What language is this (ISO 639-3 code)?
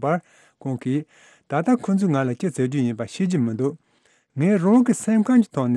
bod